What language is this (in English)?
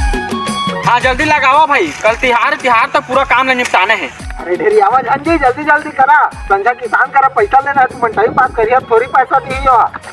Chhattisgarhi